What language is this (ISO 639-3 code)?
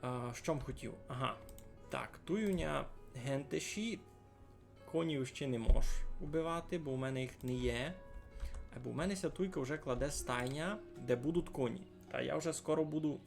rue